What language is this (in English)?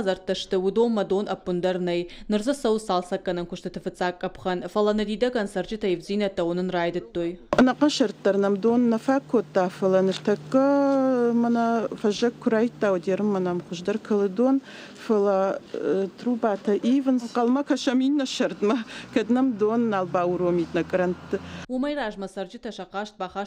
Ossetic